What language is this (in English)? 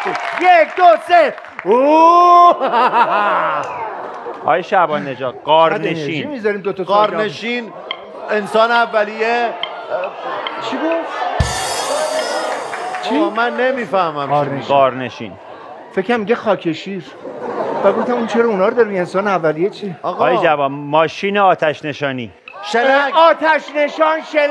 Persian